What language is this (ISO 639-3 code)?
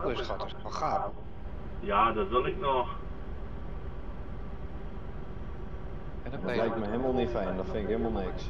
nld